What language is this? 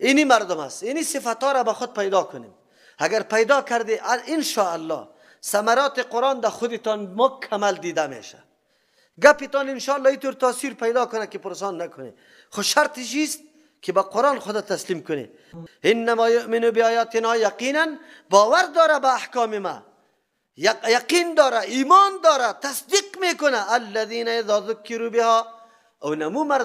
Persian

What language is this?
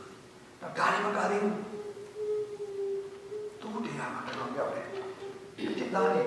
Burmese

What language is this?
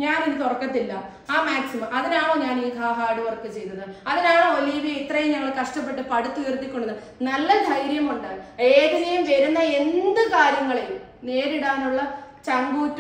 Malayalam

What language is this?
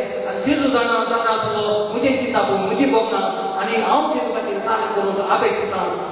Konkani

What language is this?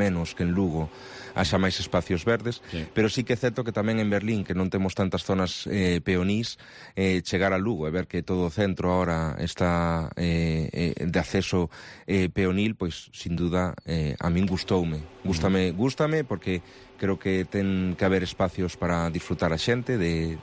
Galician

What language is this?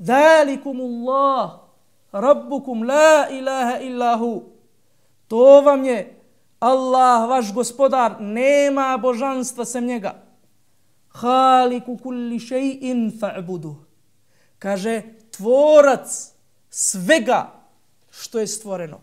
Bosnian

